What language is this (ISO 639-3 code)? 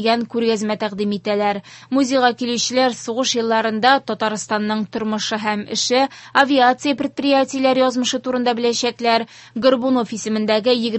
tat